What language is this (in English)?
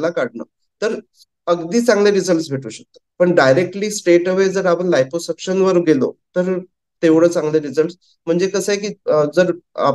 Marathi